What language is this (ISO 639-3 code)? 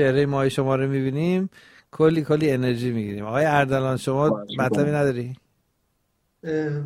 fas